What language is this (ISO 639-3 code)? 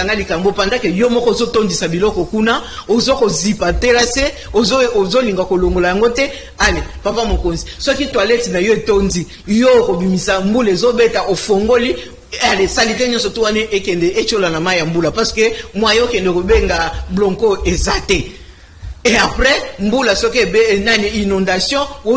lin